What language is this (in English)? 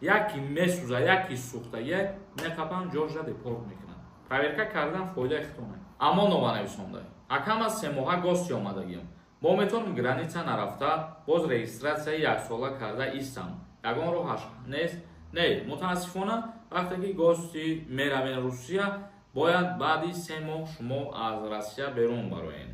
Tajik